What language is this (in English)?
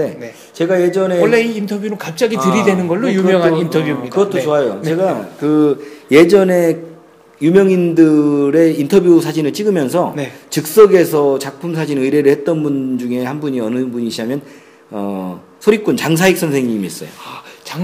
Korean